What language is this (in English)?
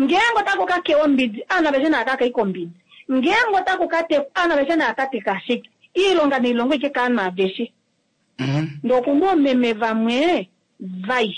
Kuanyama